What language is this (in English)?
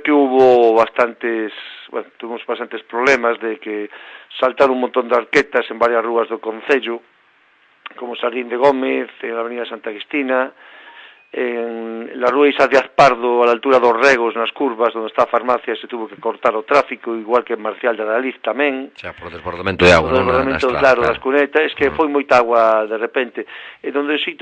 Galician